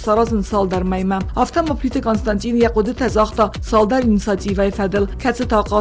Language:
Ossetic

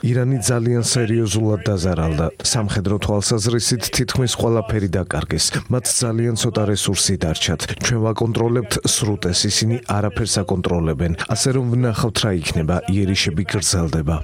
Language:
Georgian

